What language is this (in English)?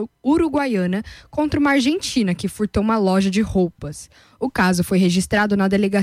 Portuguese